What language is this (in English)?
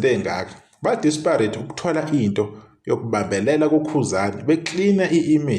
Zulu